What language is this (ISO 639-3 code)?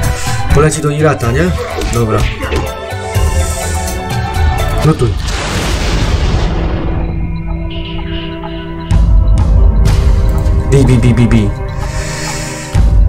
pol